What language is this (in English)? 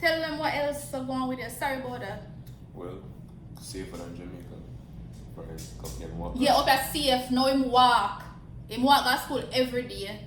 Jamaican Creole English